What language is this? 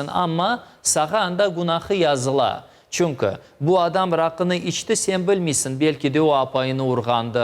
Crimean Tatar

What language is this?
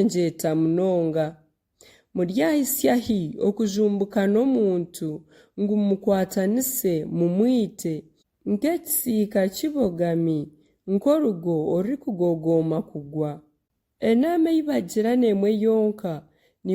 Nyankole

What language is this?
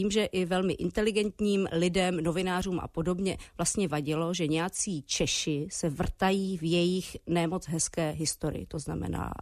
Czech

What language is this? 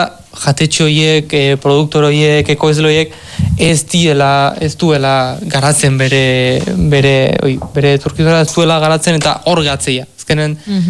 Basque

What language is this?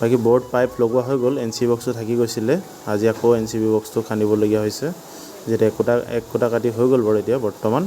Assamese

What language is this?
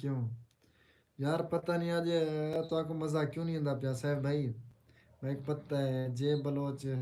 Saraiki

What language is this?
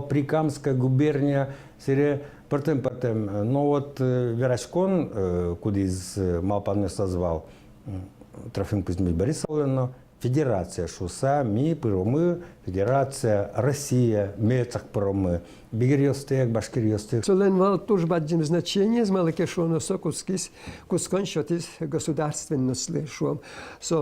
Udmurt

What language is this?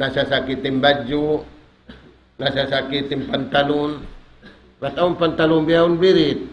Tausug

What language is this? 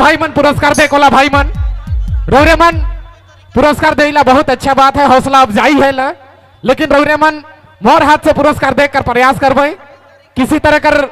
Sadri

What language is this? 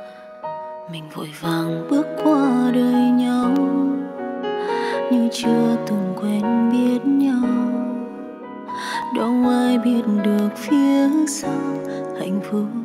Vietnamese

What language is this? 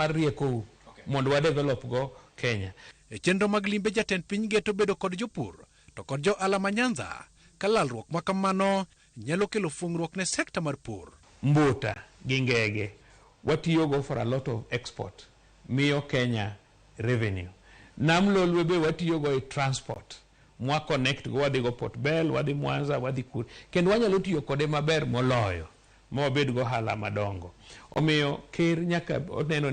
Luo (Kenya and Tanzania)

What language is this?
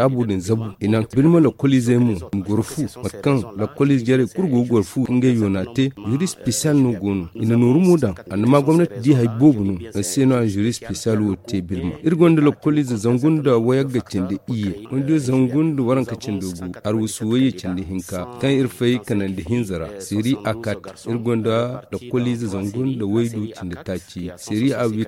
Zarma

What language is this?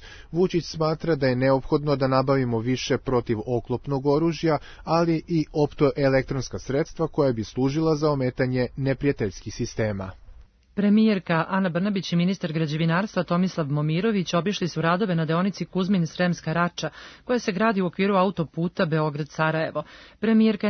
Serbian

